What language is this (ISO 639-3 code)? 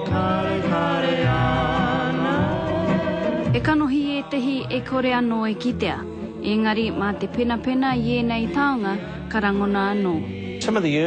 mri